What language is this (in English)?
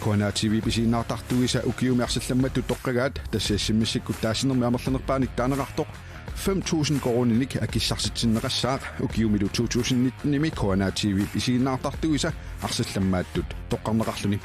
Kalaallisut